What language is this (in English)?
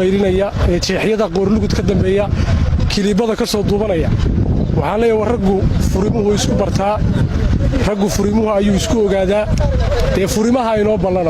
Somali